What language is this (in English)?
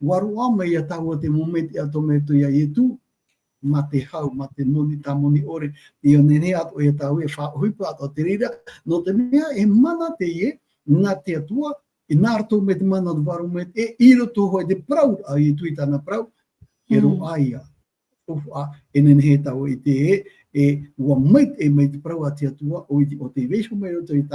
Tahitian